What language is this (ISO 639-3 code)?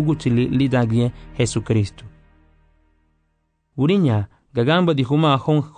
cab